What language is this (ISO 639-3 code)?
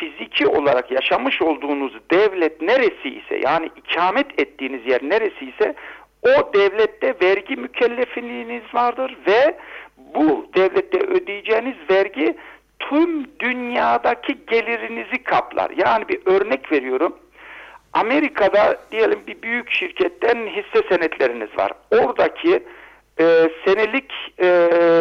tur